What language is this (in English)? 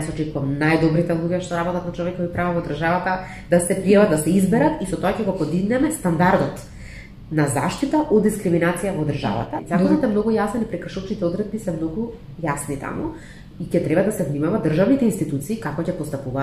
Macedonian